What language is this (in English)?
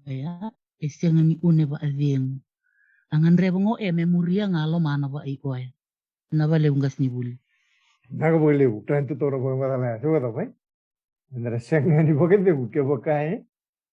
Fijian